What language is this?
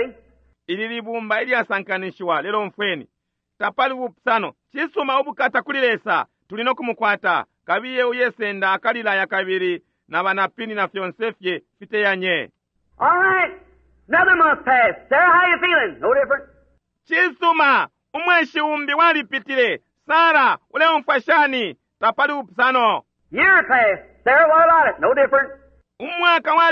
Bemba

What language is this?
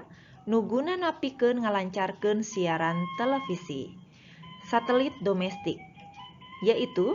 Sundanese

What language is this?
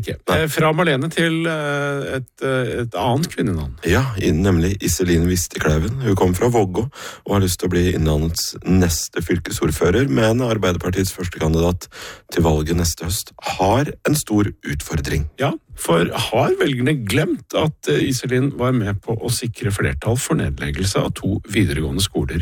Norwegian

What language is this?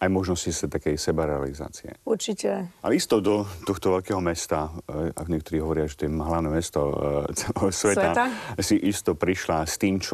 Slovak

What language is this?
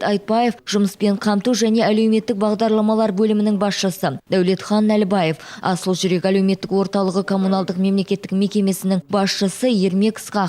Kazakh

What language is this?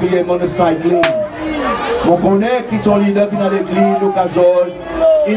Seselwa Creole French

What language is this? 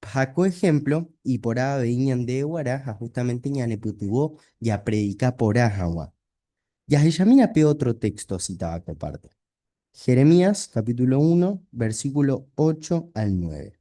Guarani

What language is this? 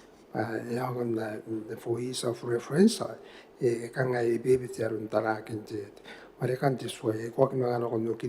Gilbertese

